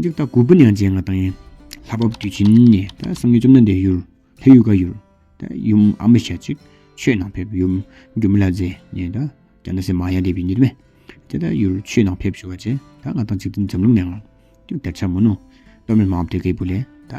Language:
Tawang Monpa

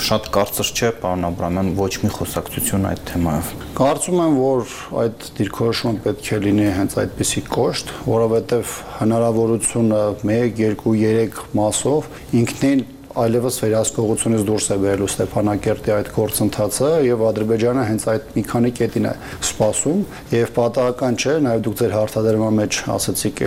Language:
Armenian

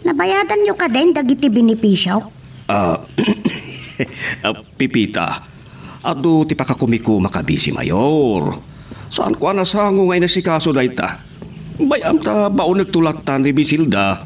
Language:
Iloko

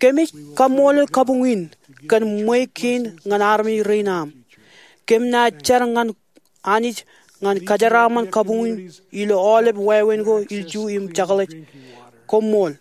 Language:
Marshallese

